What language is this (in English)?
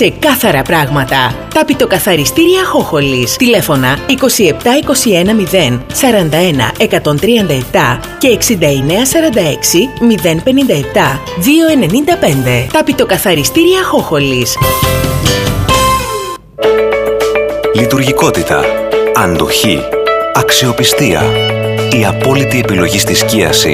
Greek